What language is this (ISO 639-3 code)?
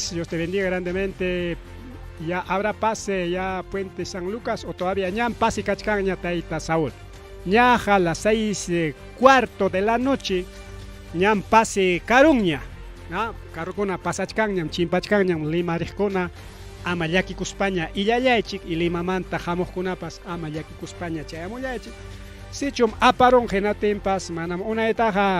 quy